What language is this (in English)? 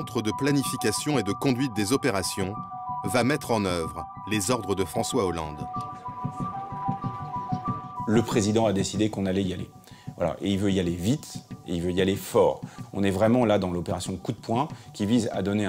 French